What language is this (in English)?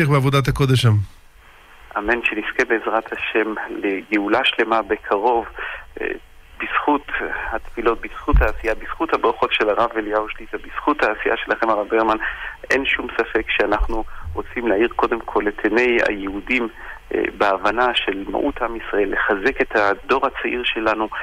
Hebrew